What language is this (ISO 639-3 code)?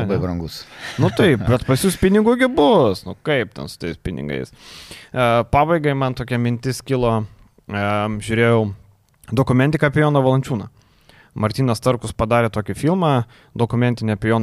lit